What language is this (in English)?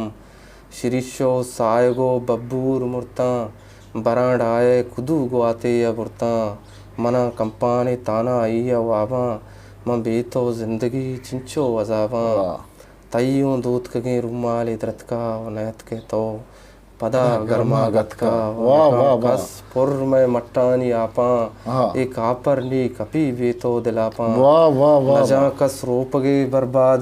Eastern Balochi